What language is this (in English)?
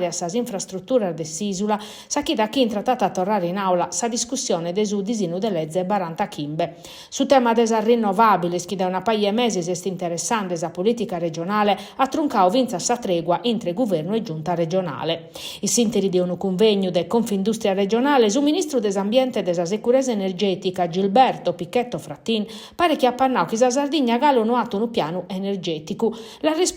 Sardinian